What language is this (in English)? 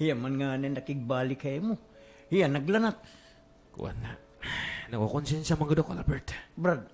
Waray